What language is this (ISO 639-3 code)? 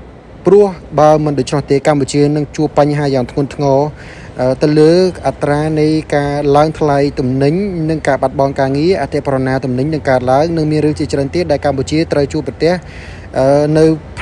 khm